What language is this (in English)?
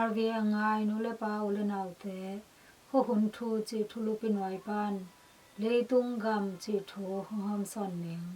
Tedim Chin